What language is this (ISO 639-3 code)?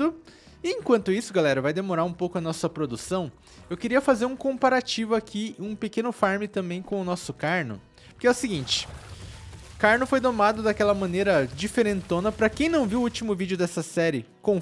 por